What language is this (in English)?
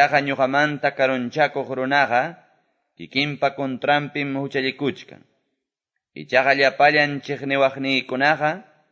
Quechua